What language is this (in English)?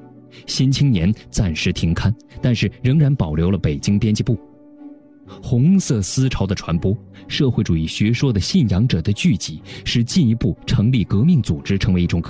Chinese